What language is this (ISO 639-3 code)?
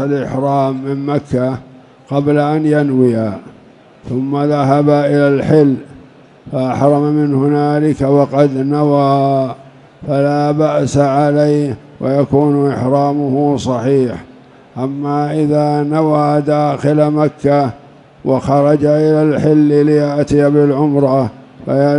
ara